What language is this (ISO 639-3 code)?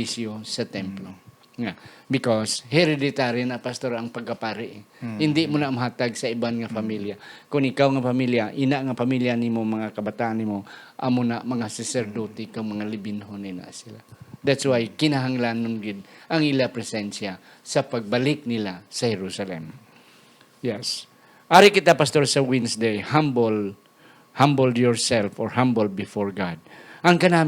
hil